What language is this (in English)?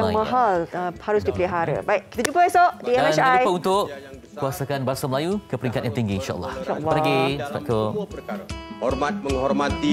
Malay